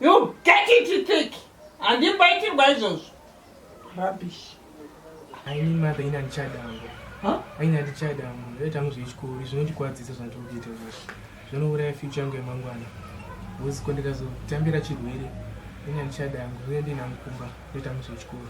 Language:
Shona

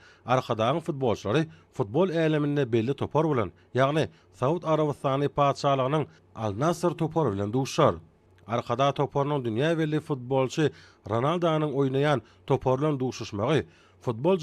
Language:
Turkmen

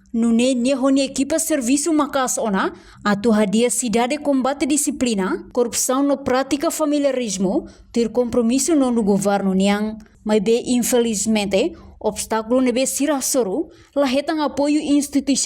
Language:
Tetum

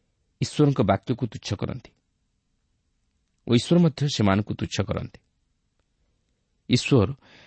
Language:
Odia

